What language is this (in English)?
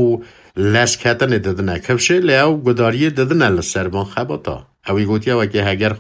Kurdish